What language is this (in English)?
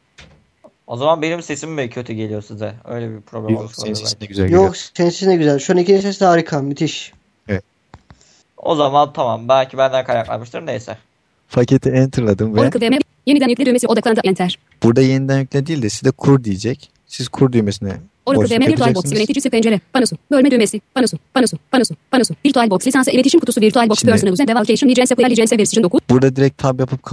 Turkish